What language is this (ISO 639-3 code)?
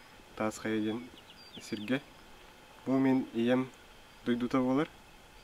sah